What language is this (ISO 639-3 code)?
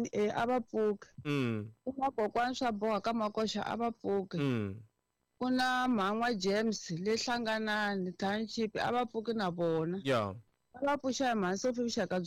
tso